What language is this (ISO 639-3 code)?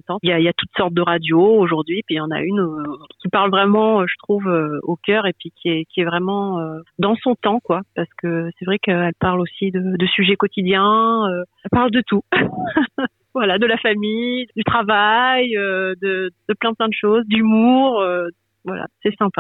fra